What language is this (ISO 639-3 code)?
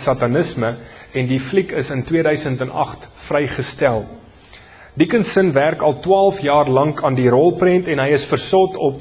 afr